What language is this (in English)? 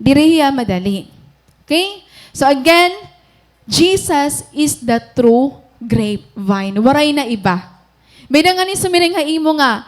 Waray